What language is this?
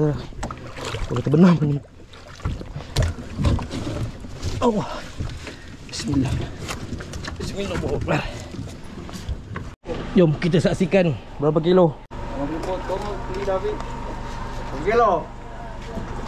Malay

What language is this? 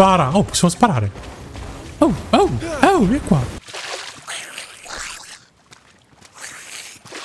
Italian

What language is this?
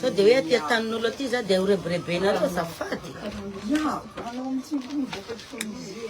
Malagasy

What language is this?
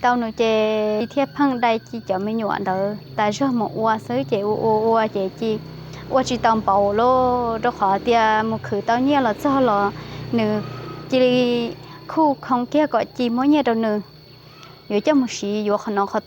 Hmong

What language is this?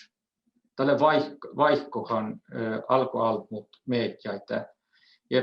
Northern Sami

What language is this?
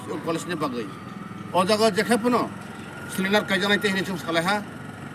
Kok Borok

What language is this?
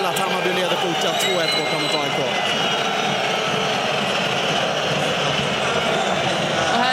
Swedish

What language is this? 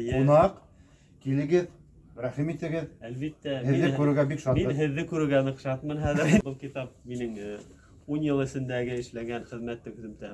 Bashkir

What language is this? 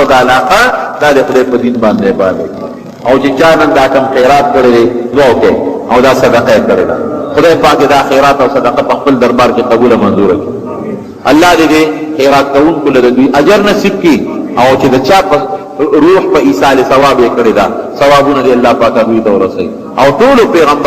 Pashto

